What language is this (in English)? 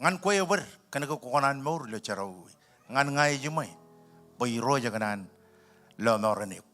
Marshallese